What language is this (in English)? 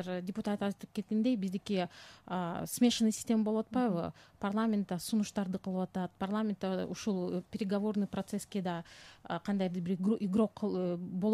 Kyrgyz